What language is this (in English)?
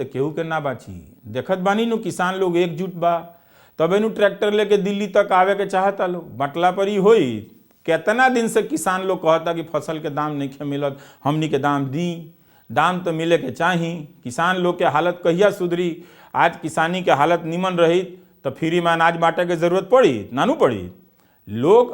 Bhojpuri